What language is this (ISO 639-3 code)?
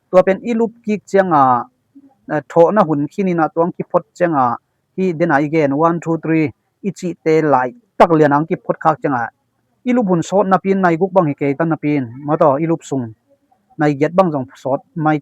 ctd